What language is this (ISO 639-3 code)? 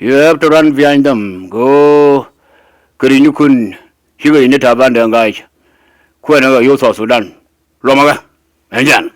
nus